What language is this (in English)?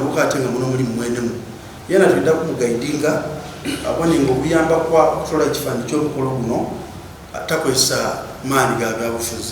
Soga